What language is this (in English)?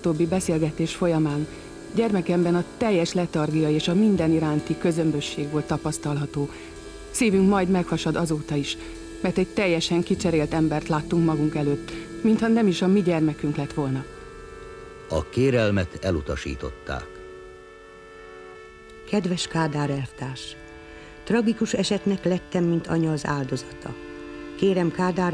Hungarian